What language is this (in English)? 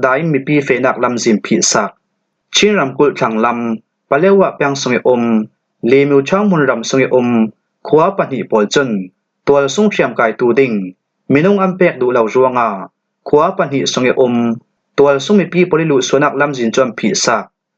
Falam Chin